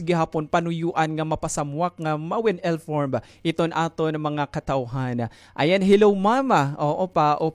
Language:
Waray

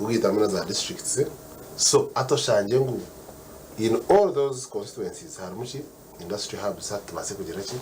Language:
Nyankole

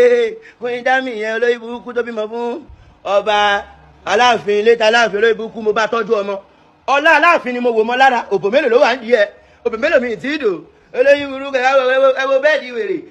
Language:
Yoruba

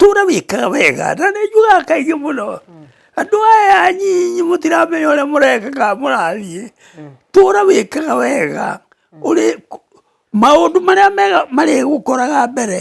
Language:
Kikuyu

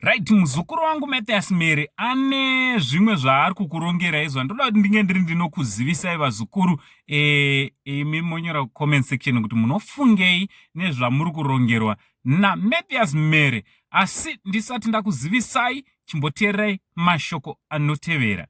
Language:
Shona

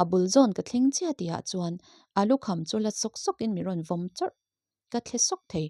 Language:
Mizo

